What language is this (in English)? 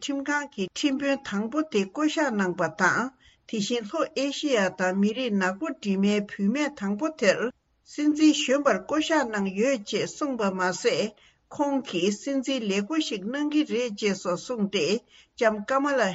Tibetan